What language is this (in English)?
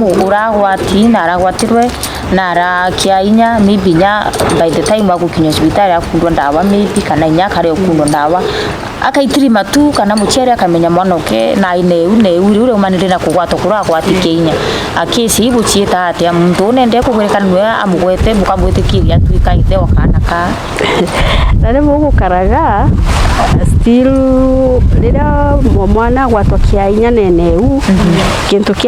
Meru